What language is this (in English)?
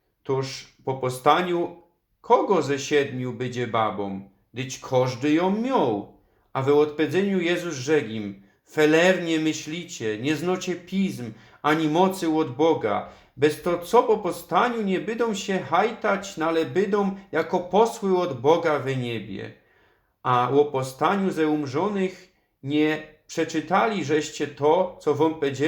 Silesian